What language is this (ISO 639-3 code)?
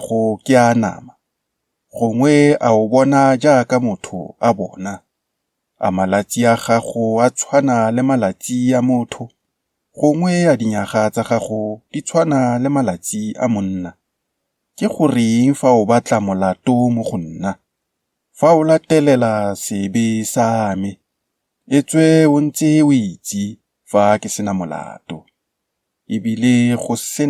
tsn